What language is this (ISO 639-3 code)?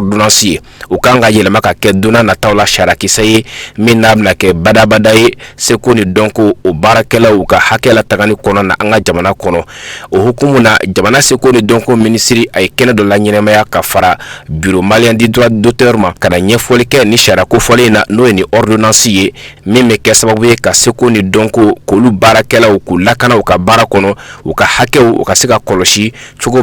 bam